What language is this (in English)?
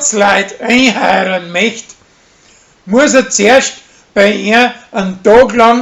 Bavarian